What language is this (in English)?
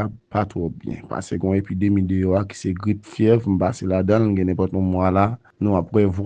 Haitian Creole